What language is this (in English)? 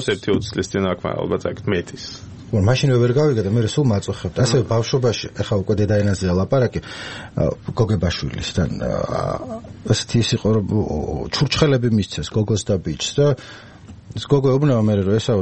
Georgian